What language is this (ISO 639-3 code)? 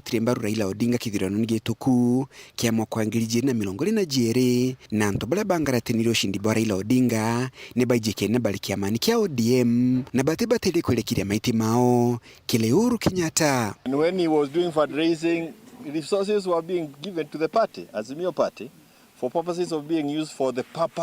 mer